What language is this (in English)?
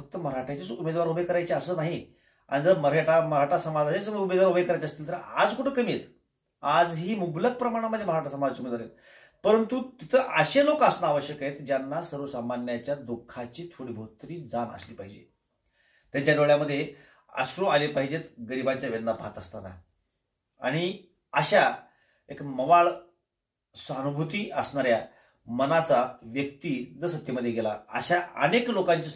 Marathi